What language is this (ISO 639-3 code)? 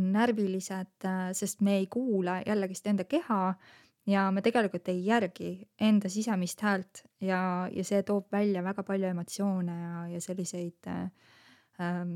est